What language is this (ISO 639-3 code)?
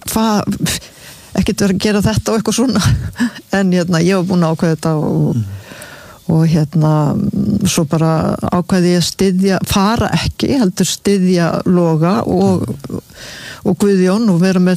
isl